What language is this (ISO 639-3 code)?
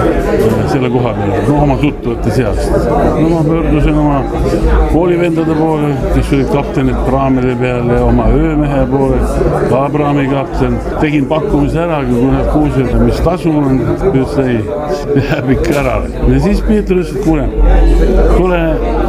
est